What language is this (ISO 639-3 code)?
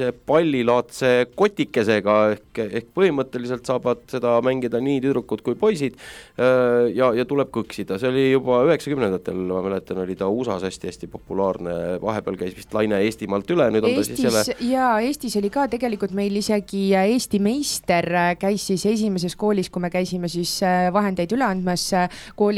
est